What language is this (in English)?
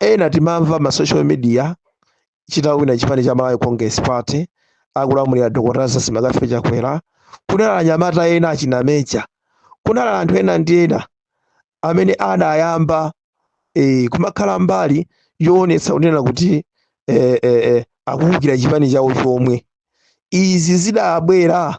Nyanja